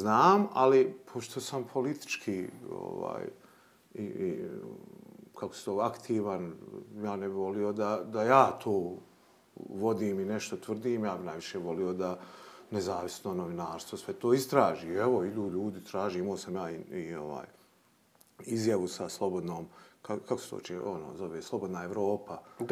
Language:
Bosnian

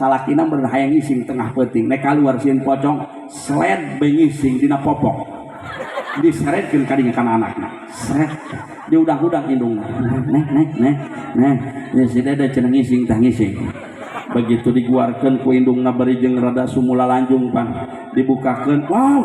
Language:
Sundanese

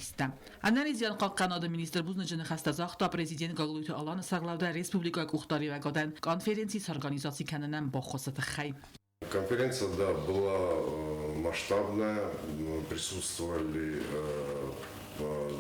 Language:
Ossetic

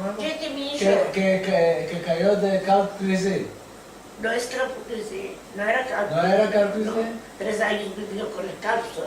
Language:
Ladino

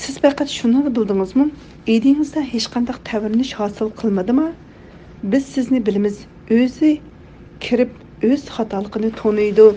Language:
Uyghur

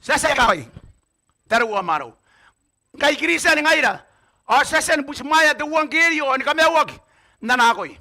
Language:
Gilbertese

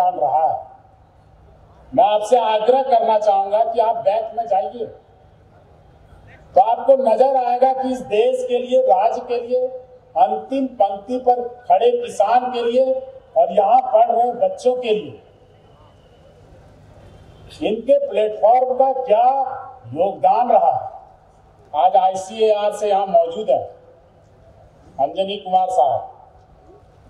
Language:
Hindi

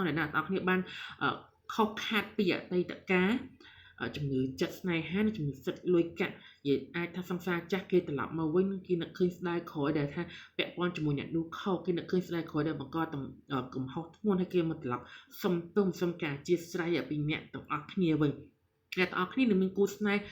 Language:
Khmer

